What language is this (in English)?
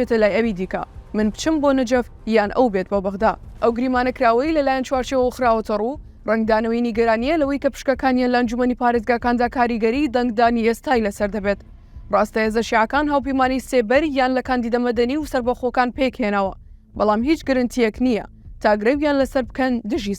Central Kurdish